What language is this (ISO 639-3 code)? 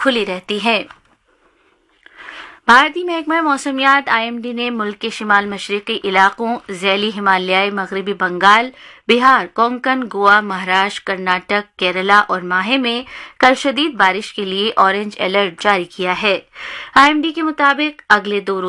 urd